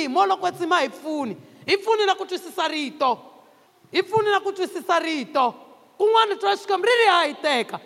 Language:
Tsonga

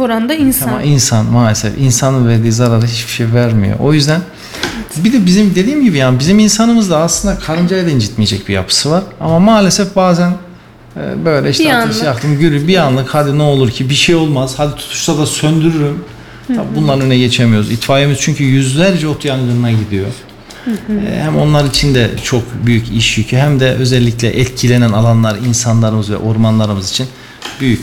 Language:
Turkish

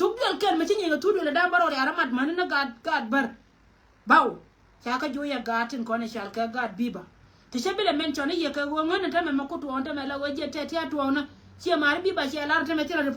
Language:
Nuer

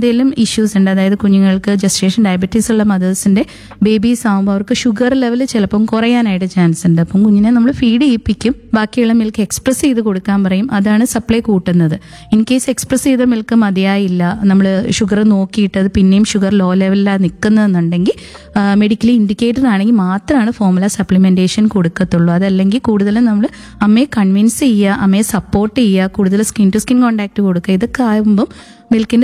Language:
Malayalam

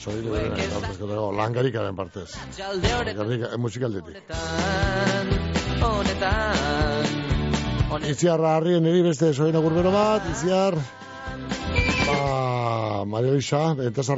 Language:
Basque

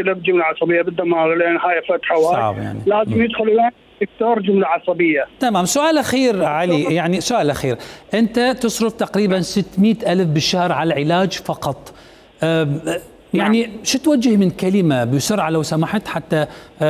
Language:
Mesopotamian Arabic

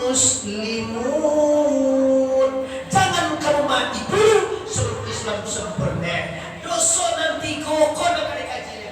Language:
Minangkabau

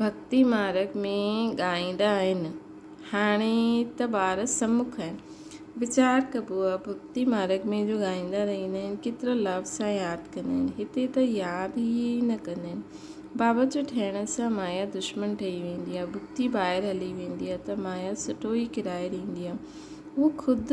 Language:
Sindhi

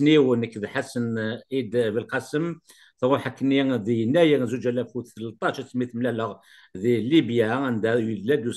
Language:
Kabyle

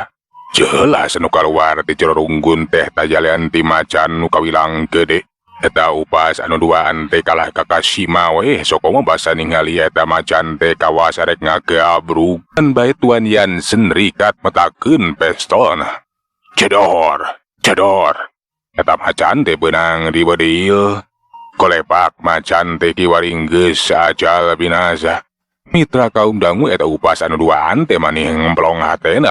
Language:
Sundanese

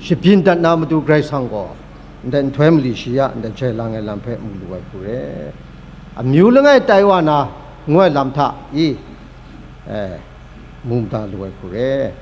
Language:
Kachin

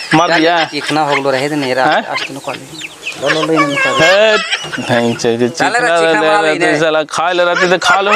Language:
Magahi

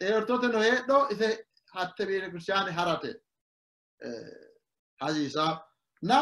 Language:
Sidamo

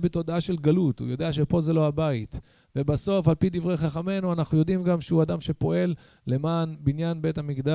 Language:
Hebrew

